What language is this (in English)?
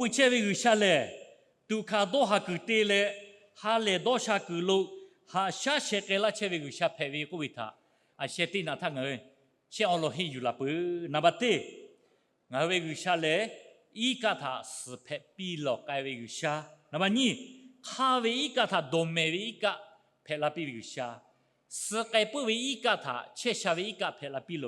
Lahu